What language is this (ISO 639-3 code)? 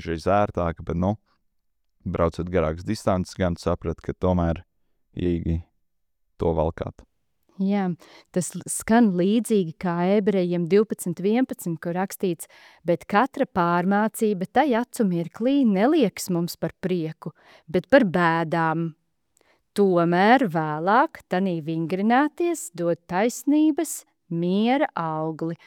lav